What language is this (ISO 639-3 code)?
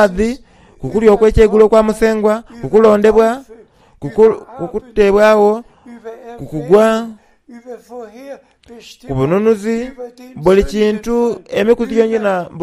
xog